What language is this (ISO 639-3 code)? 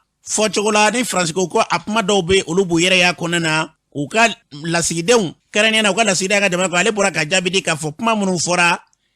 bam